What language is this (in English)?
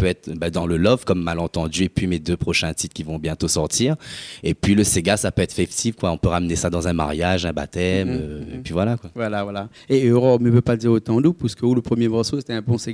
Réunion Creole French